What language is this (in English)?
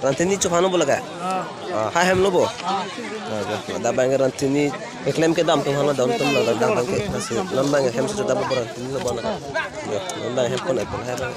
Karbi